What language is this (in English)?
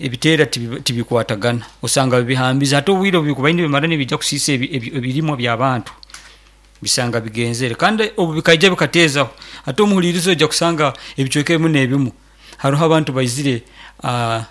Nyoro